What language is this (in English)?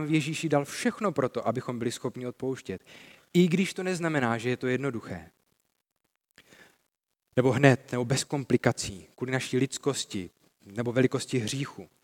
Czech